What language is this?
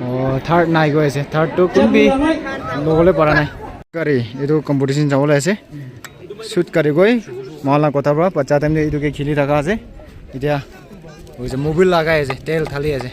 Naga Pidgin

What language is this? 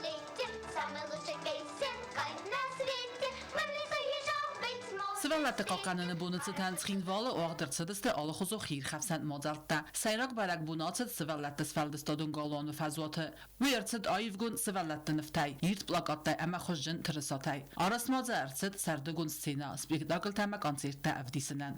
Ossetic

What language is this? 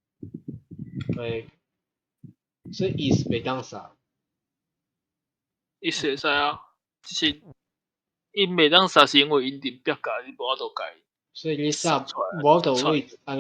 Min Nan Chinese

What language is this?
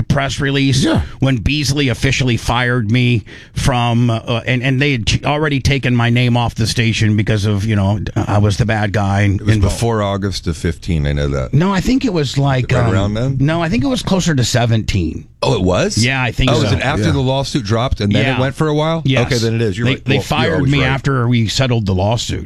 English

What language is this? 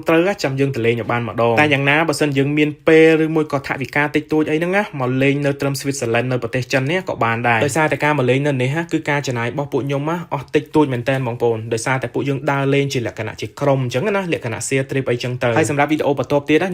Khmer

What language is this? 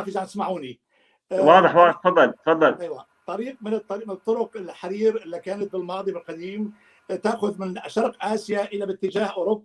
North Levantine Arabic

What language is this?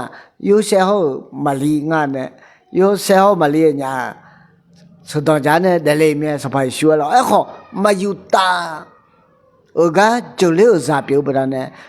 Akha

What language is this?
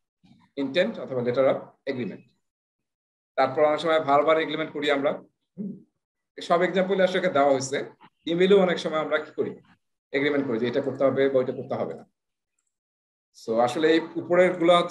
Bangla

